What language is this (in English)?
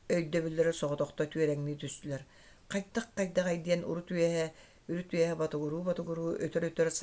Yakut